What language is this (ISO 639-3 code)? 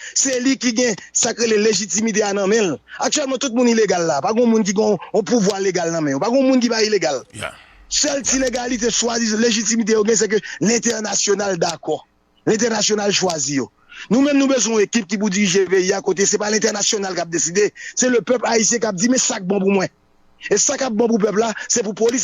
hat